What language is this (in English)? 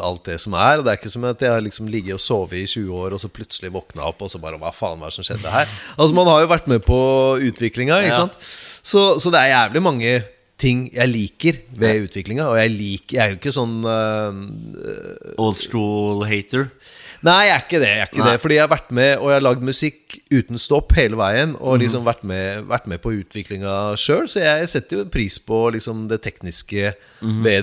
Norwegian